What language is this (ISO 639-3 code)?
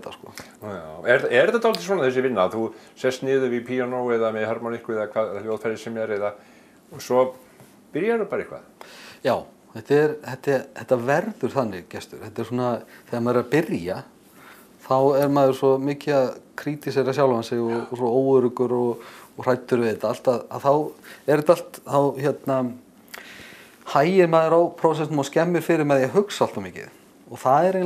isl